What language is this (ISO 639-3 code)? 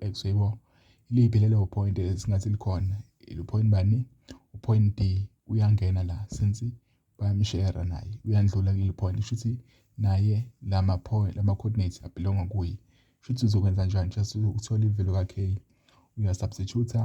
zul